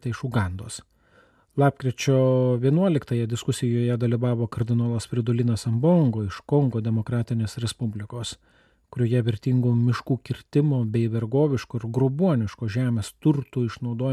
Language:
Lithuanian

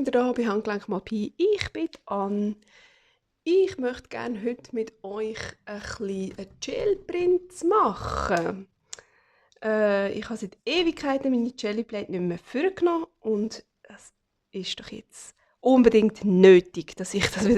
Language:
Swiss German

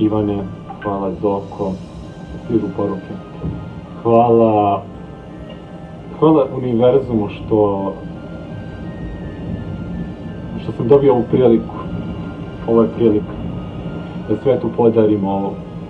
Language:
Serbian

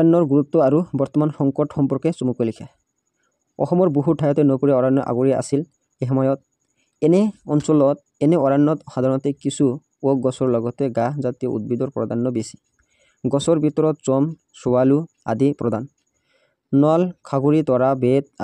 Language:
Assamese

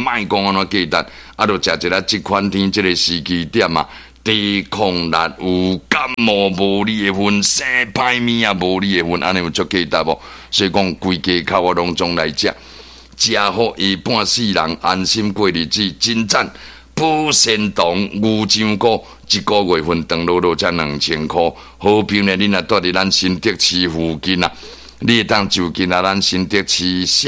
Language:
Min Nan Chinese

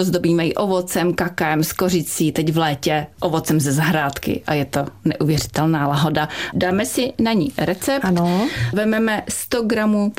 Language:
Czech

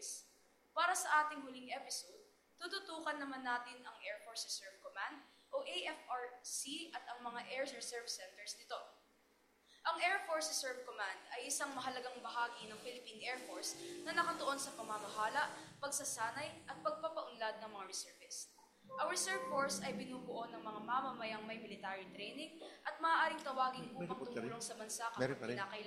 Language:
Filipino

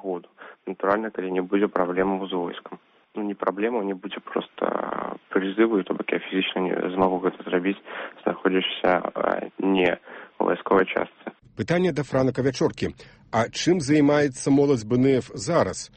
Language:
Belarusian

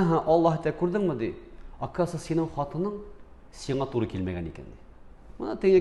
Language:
Tatar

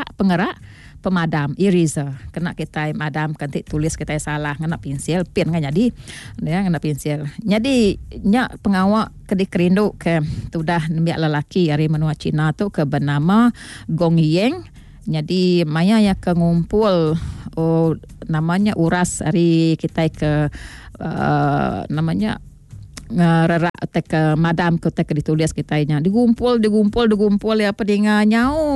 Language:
Iban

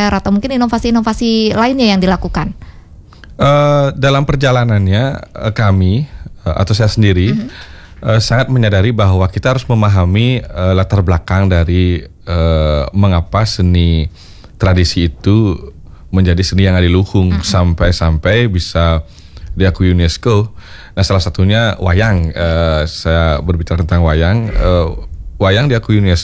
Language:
Indonesian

